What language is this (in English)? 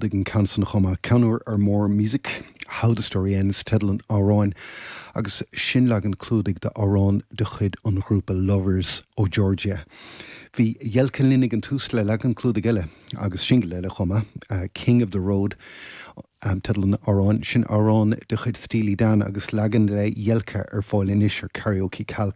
Irish